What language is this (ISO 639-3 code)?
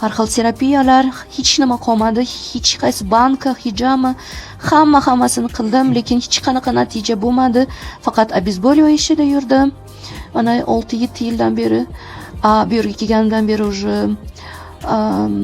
uzb